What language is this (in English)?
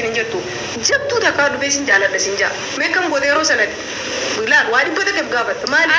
Oromo